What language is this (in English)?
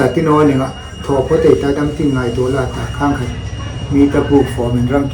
Hmar